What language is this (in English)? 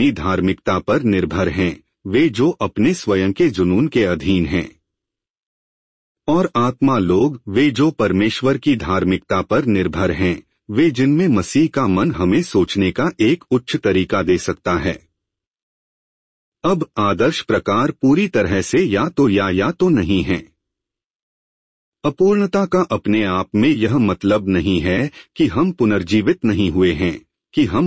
Hindi